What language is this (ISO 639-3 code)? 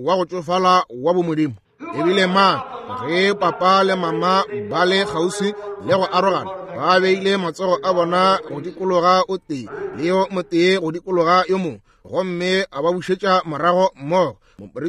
nso